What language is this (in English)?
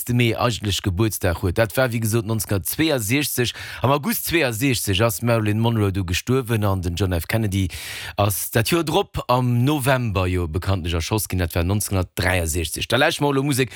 Luxembourgish